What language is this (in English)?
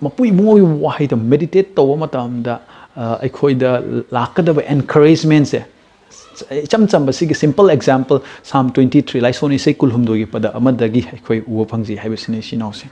Manipuri